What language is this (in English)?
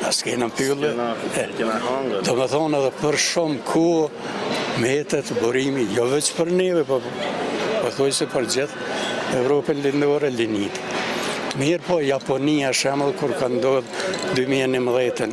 Albanian